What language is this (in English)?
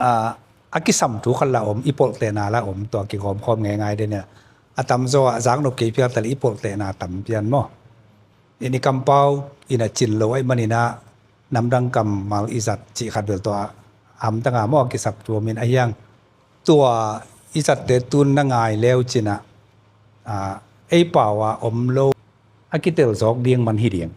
Tedim Chin